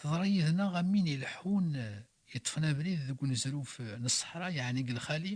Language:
Kabyle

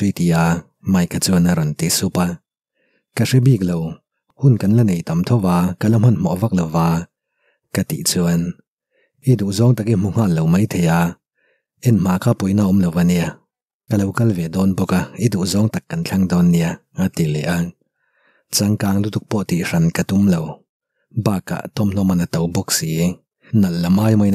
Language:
Mizo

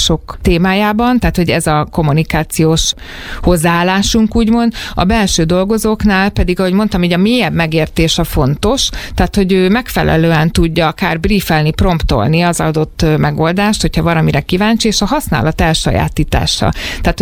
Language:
Hungarian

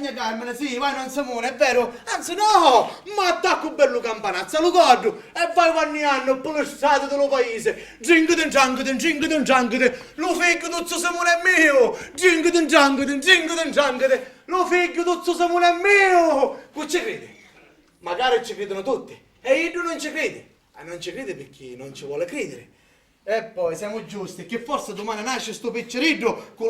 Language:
Sicilian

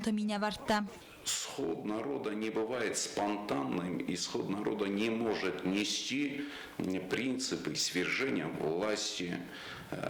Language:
Ossetic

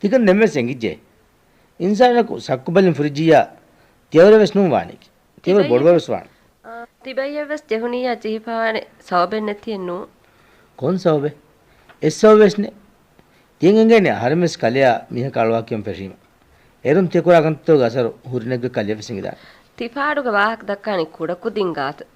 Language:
Divehi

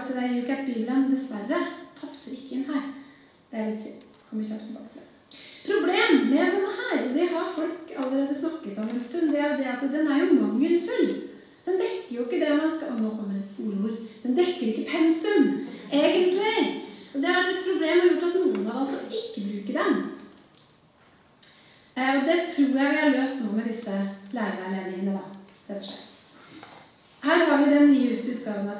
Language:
Norwegian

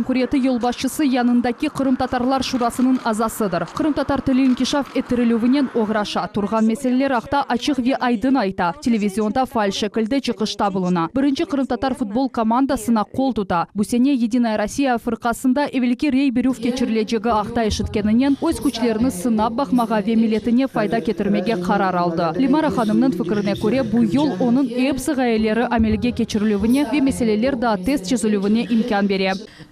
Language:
Crimean Tatar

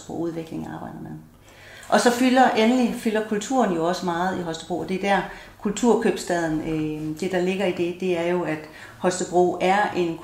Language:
Danish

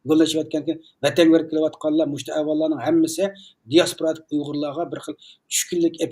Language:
Uyghur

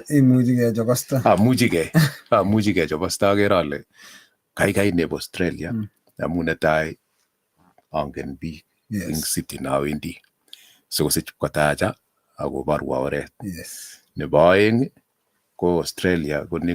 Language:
Kalenjin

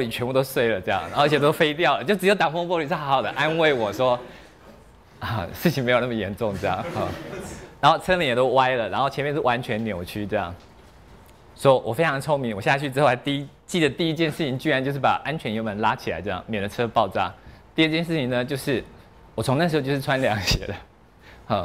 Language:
Chinese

